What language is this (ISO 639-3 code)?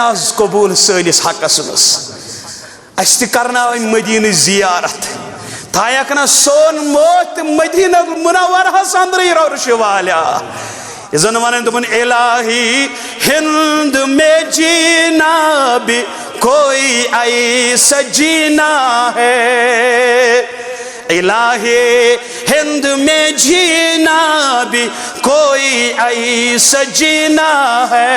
kas